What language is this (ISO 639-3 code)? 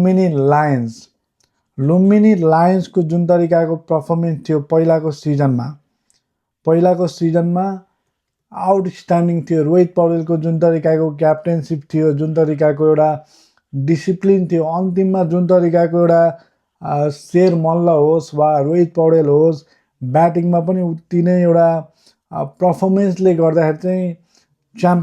nep